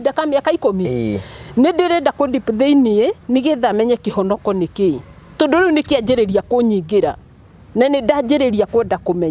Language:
Kikuyu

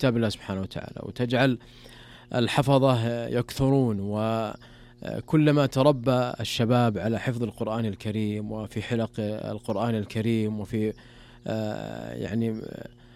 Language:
Arabic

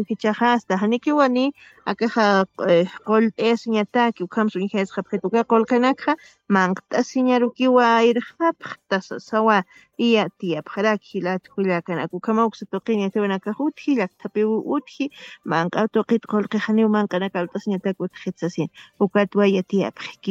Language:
Aymara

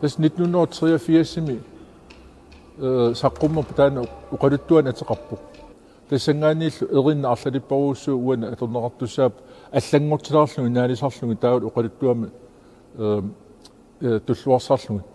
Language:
Kalaallisut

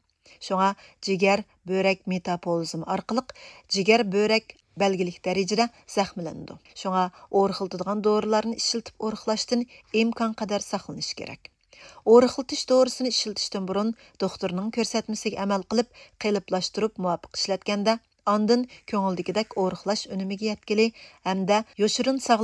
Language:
Uyghur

